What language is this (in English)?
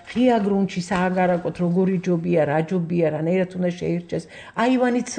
Georgian